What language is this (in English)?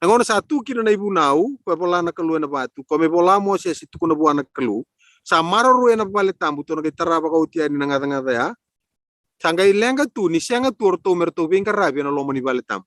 Fijian